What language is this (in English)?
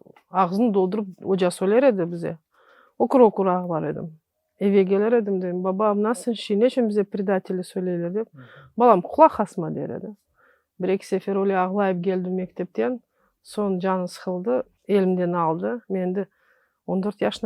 Crimean Tatar